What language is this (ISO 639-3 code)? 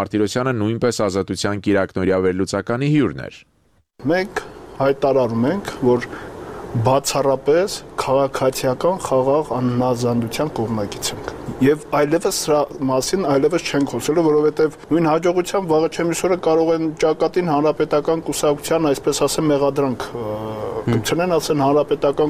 hye